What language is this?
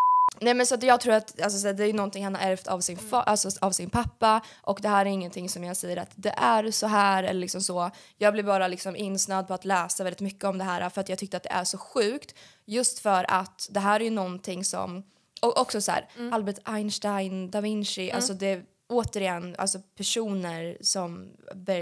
Swedish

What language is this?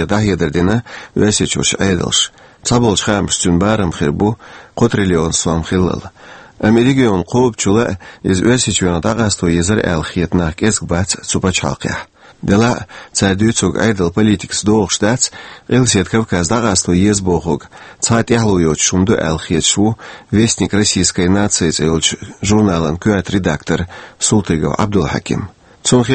Chechen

